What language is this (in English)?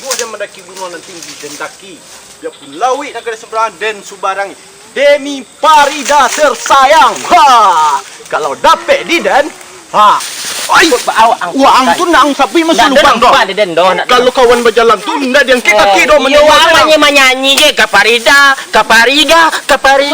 Minangkabau